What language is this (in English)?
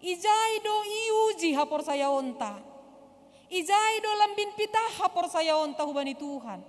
Batak Simalungun